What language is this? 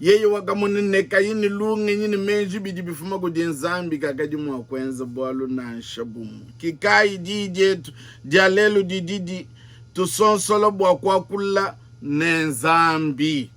Luba-Lulua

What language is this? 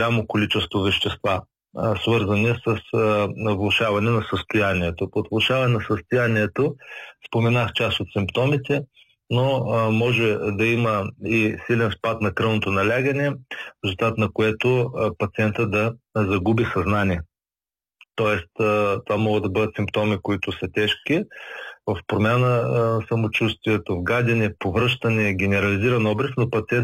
Bulgarian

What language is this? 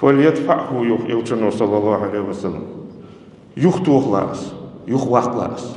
Ingush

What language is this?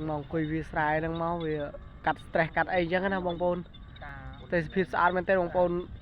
Khmer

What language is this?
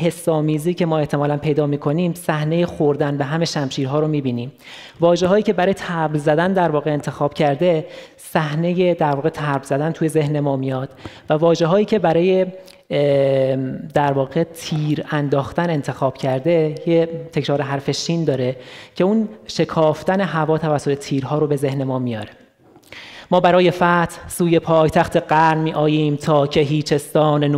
Persian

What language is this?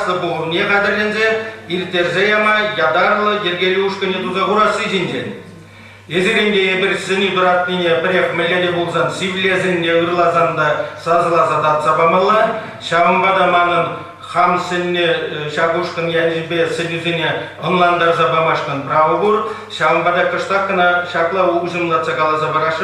Chuvash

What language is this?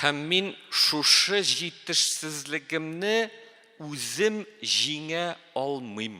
Tatar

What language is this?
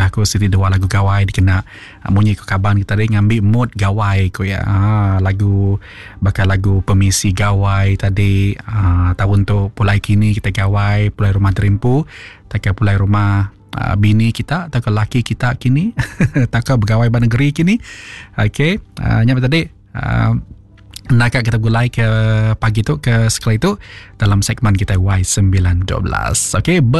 Iban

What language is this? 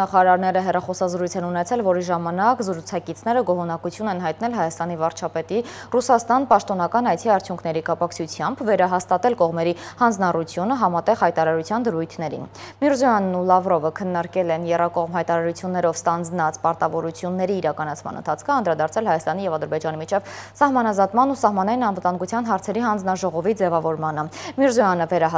Armenian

